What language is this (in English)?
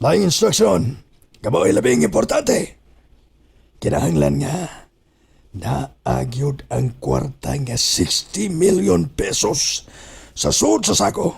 Cebuano